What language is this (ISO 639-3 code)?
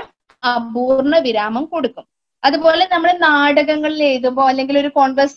mal